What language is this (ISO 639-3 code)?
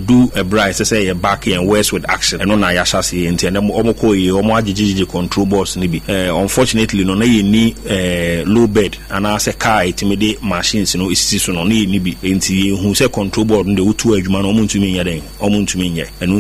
aka